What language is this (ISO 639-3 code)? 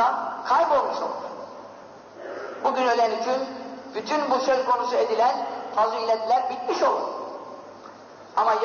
tur